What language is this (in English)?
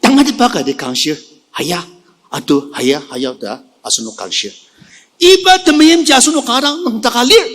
Ao Naga